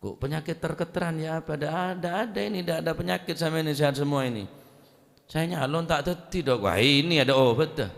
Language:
Madurese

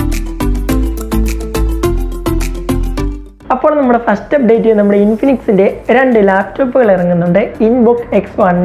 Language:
Malayalam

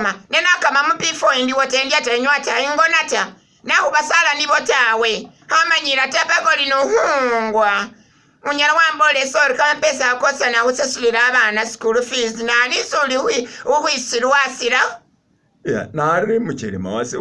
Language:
Masaaba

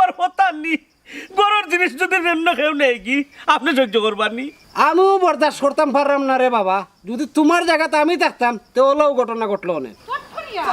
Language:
Sylheti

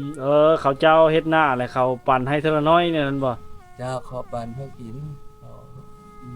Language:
Lao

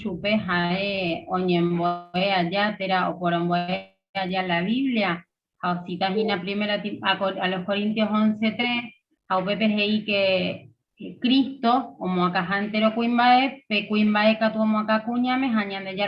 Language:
Guarani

